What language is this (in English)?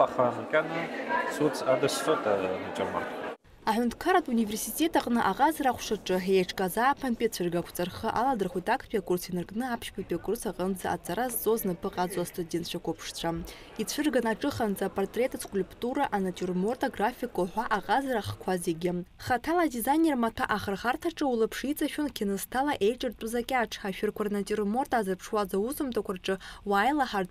Abkhazian